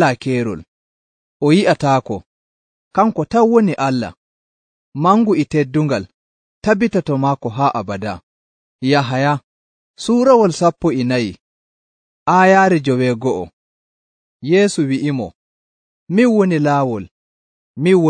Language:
Nigerian Fulfulde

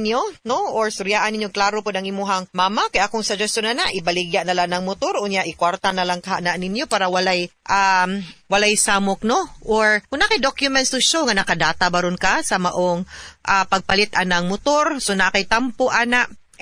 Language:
Cebuano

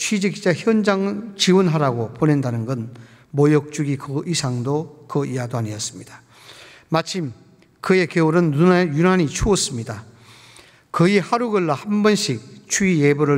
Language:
Korean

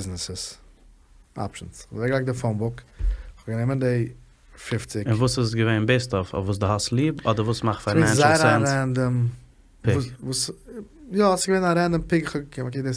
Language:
Yiddish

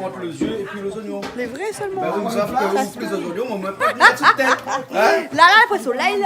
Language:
Réunion Creole French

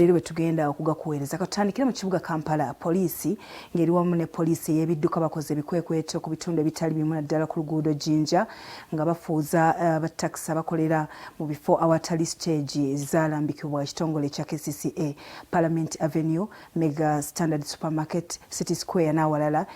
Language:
Ganda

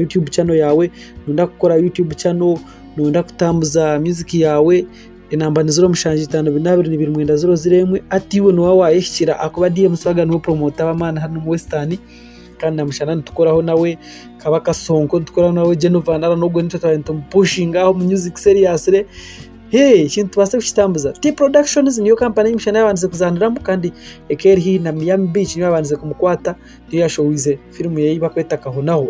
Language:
Nyankole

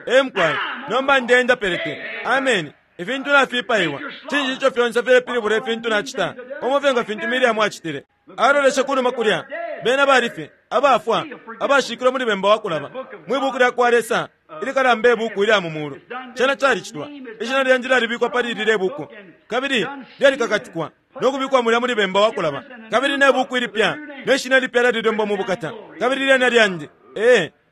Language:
Bemba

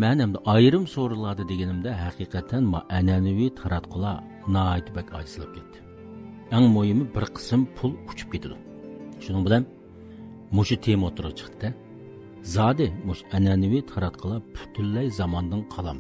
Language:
Uyghur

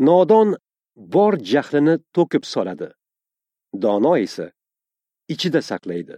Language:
Uzbek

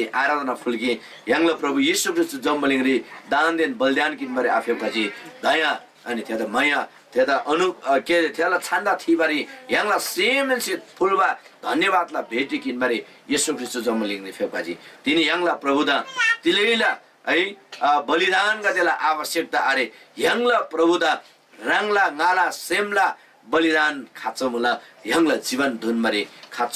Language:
Eastern Tamang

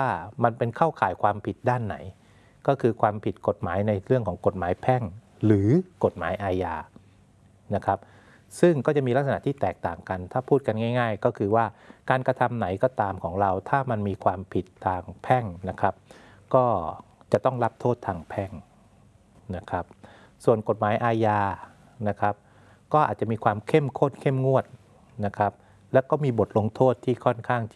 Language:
Thai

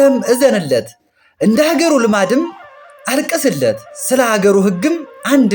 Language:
Amharic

